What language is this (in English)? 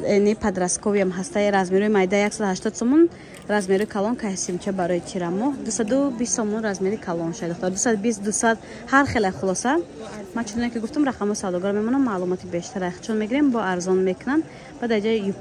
Tajik